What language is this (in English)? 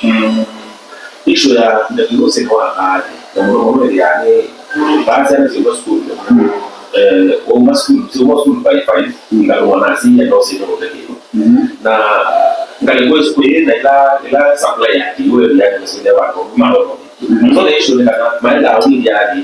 Kamba